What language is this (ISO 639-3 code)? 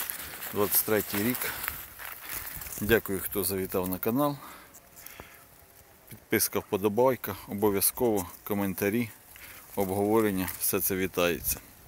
ukr